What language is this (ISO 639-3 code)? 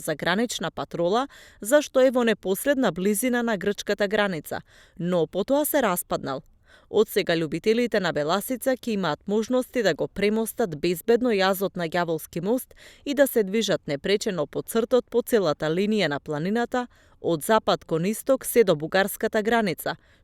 mkd